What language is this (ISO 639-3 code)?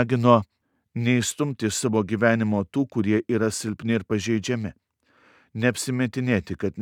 lit